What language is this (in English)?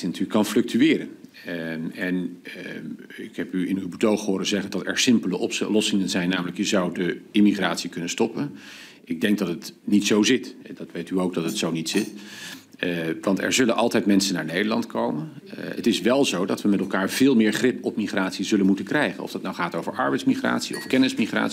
Dutch